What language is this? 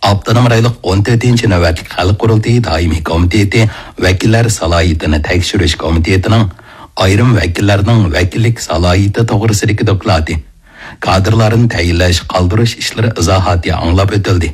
Uyghur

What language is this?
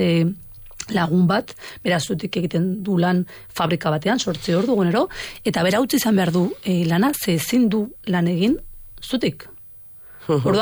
Basque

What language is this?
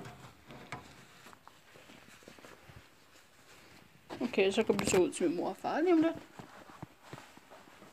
Danish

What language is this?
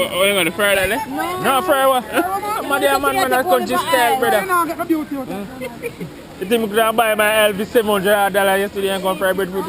Jamaican Creole English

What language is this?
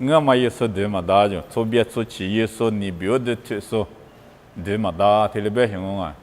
Lisu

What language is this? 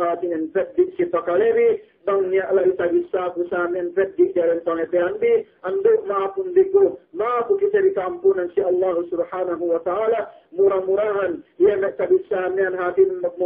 Yakan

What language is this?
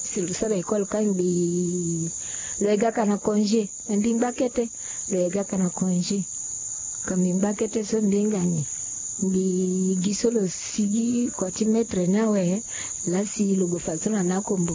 Sango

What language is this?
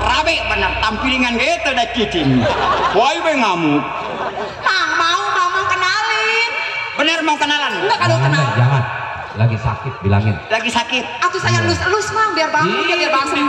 Betawi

